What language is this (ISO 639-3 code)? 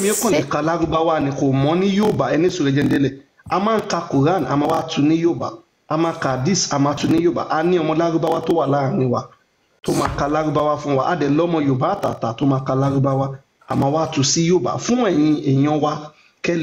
yor